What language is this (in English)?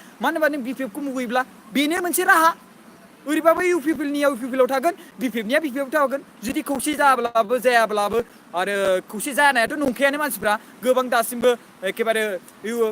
Bodo